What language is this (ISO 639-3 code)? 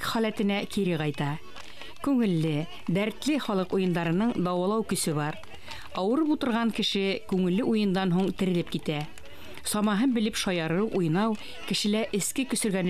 bak